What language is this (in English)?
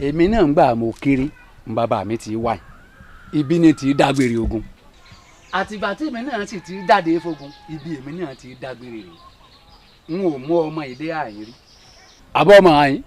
Yoruba